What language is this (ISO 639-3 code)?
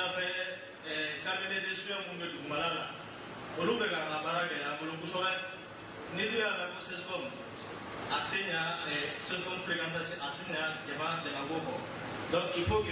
bam